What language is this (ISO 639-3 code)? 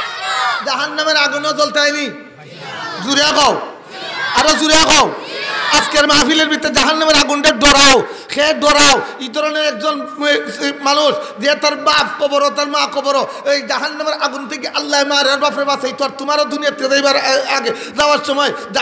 syl